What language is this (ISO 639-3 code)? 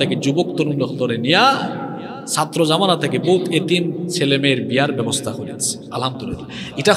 ben